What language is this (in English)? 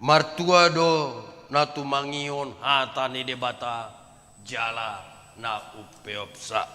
Batak Toba